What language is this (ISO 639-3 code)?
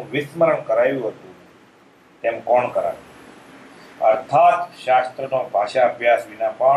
guj